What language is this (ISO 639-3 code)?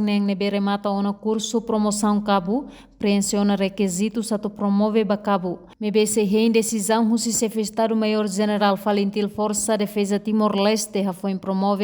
tet